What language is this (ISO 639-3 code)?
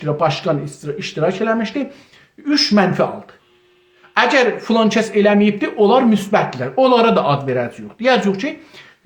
azb